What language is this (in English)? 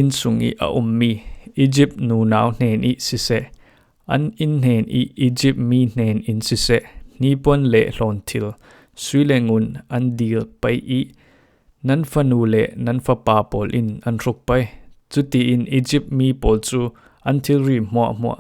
Falam Chin